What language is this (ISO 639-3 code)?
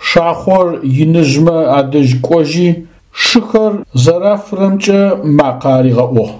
ady